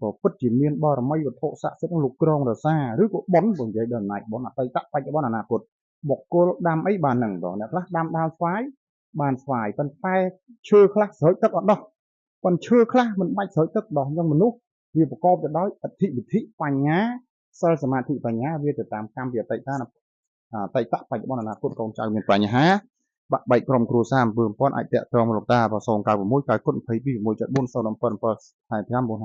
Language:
Khmer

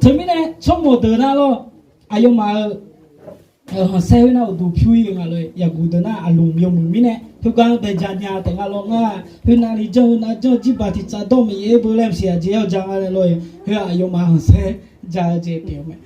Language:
Akha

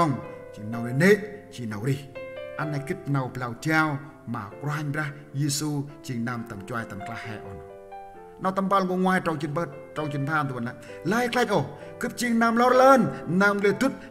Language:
Central Mnong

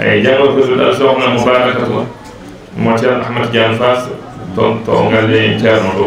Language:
Fula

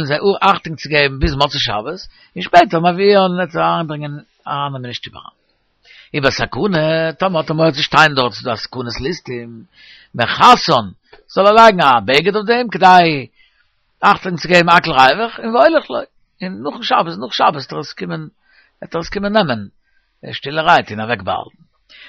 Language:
Yiddish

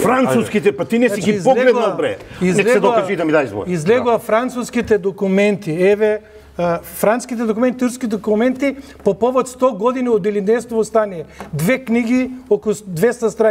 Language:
Macedonian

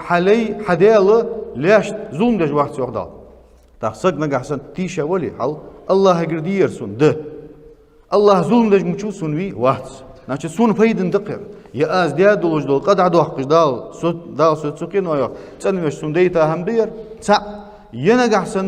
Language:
Ingush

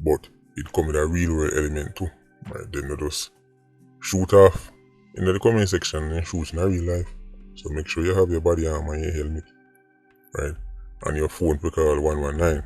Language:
Jamaican Creole English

